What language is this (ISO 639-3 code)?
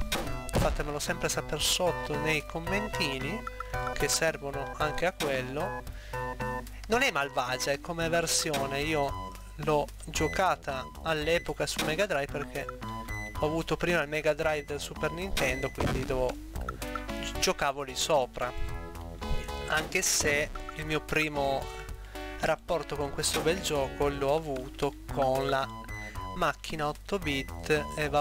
ita